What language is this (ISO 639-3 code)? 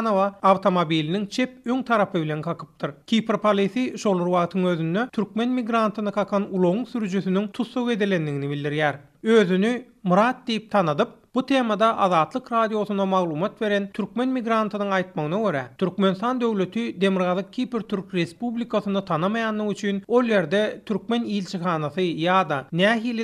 tuk